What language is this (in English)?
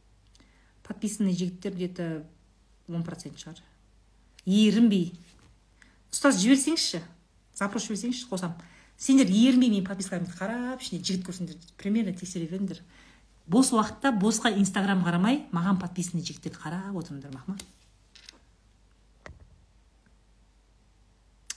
Kazakh